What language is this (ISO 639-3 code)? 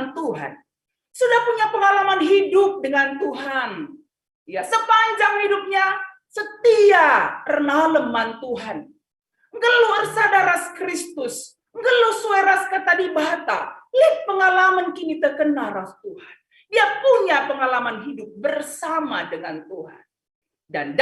btx